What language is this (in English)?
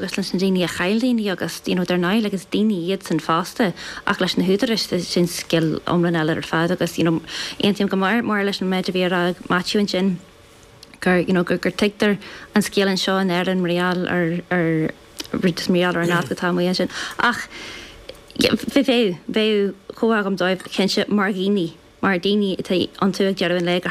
Irish